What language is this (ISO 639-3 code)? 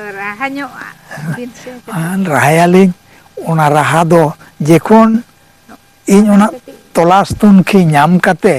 sat